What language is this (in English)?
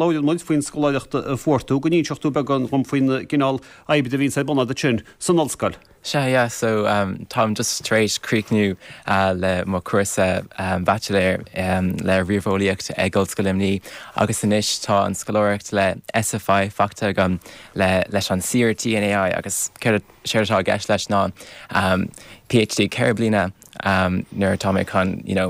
Irish